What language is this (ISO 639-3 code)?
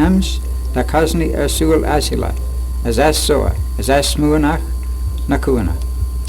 glv